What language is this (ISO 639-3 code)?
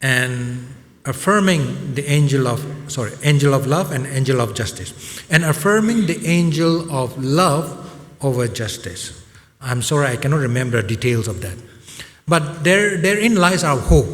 nmf